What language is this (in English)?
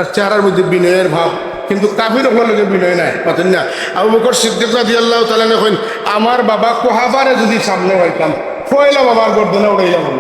Sylheti